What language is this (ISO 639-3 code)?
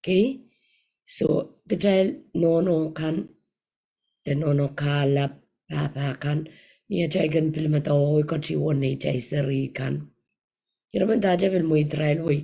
pon